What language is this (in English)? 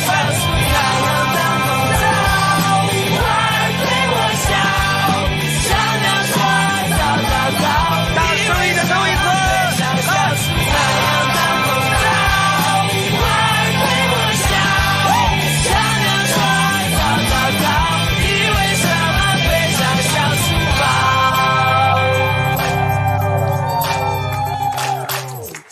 Chinese